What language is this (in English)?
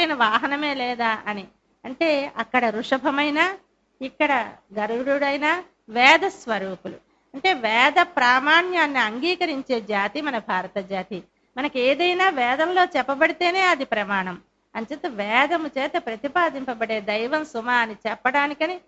Telugu